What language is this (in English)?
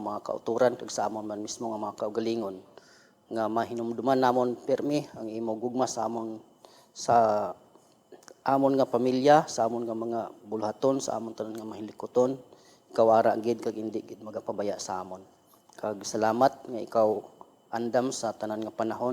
Hiligaynon